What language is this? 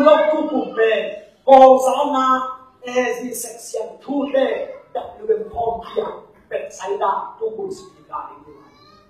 Tedim Chin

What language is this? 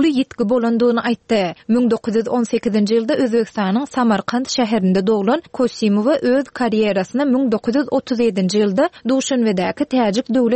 Turkmen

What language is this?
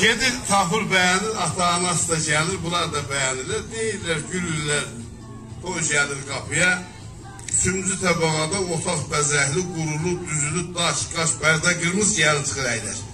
South Azerbaijani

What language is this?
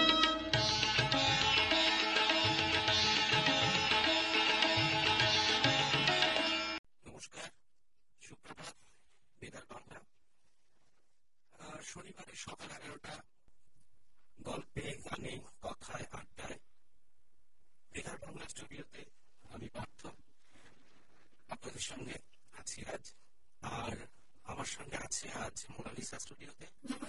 Bangla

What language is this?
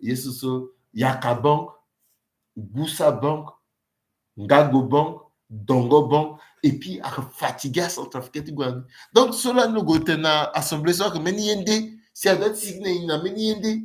Sango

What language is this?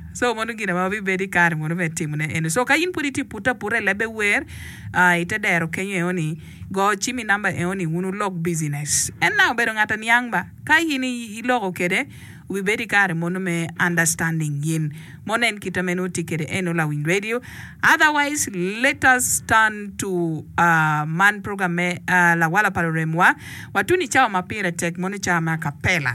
Acoli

